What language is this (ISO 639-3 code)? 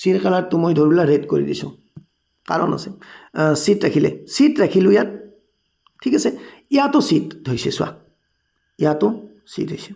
asm